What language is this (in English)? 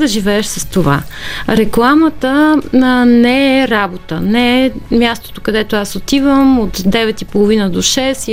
Bulgarian